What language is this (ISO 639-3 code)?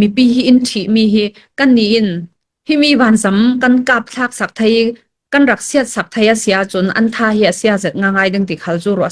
cfm